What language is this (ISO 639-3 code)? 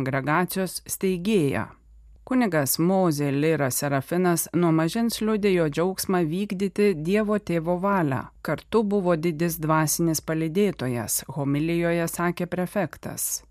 lit